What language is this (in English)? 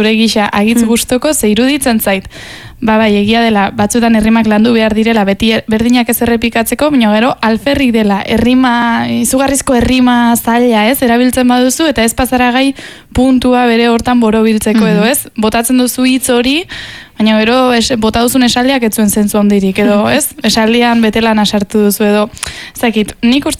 Basque